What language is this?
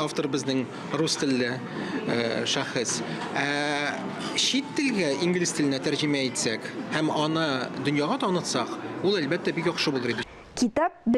Tatar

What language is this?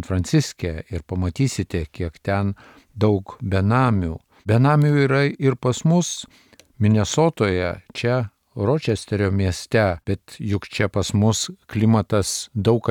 Lithuanian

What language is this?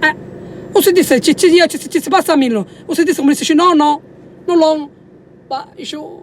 Sicilian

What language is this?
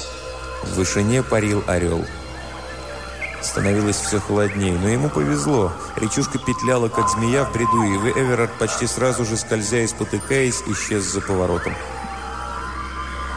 Russian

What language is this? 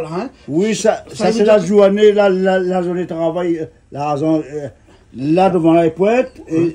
Réunion Creole French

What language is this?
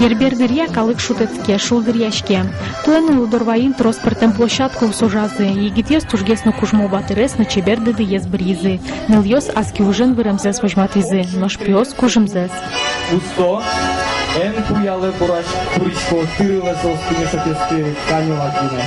Udmurt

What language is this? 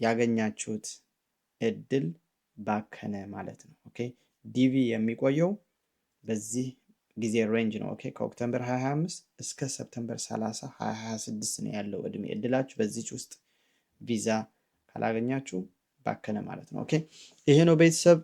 Amharic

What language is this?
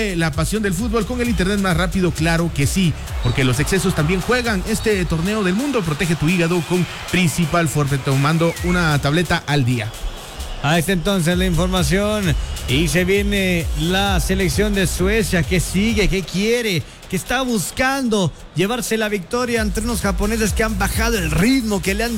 Spanish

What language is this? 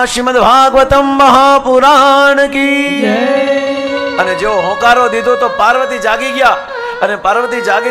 Gujarati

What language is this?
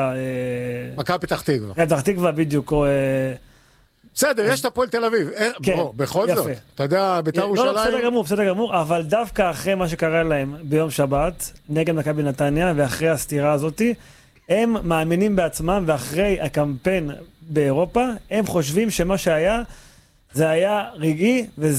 Hebrew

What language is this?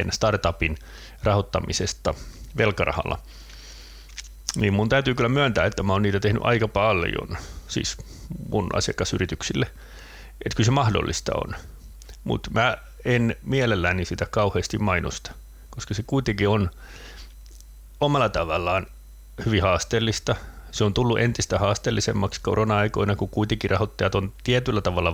Finnish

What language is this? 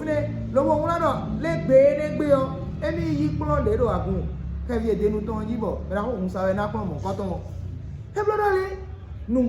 Fon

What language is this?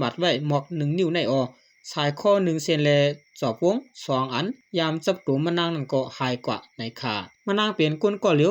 Shan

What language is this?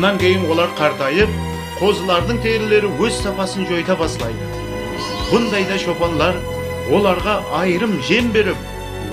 Kara-Kalpak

